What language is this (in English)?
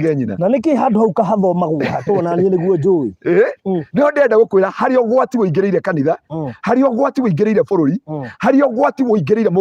Kikuyu